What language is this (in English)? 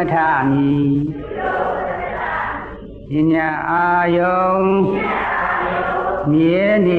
Burmese